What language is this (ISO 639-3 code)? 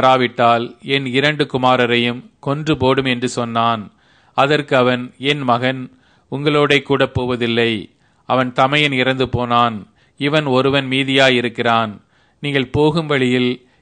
tam